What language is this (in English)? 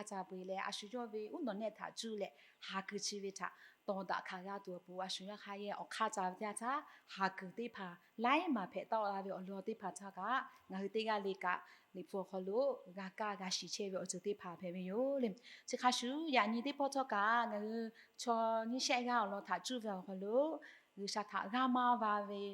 Lahu